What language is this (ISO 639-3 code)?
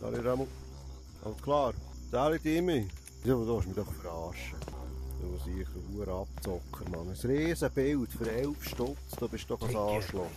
gsw